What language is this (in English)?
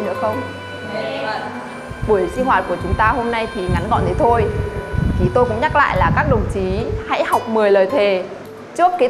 Vietnamese